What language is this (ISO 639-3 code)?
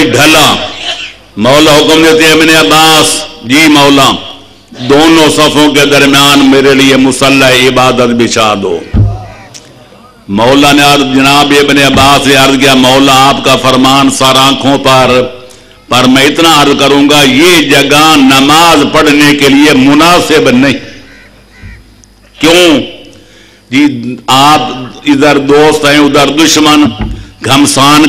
urd